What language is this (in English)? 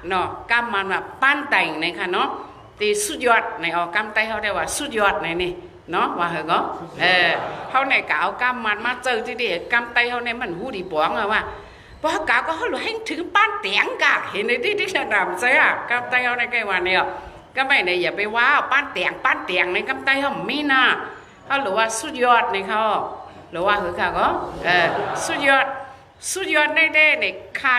Shan